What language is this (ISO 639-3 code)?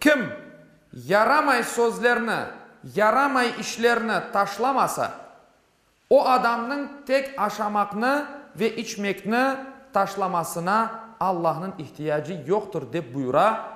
crh